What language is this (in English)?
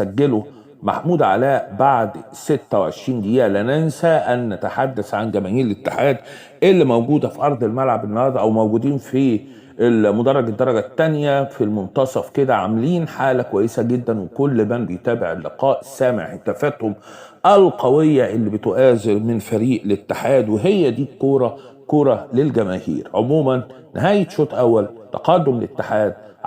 Egyptian Arabic